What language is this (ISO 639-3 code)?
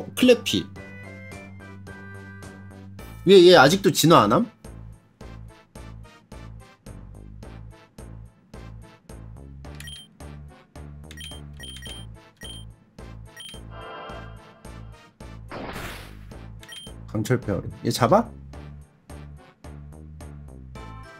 kor